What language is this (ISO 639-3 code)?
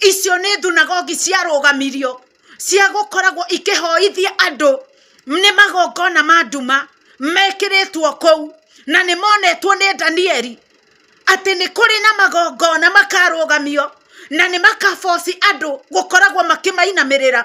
kik